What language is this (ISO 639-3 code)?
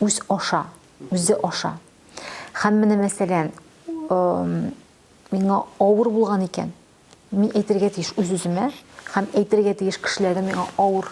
tat